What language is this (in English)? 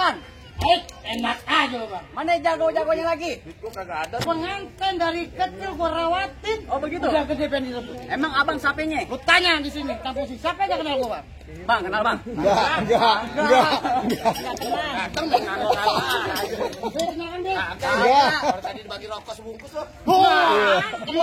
Betawi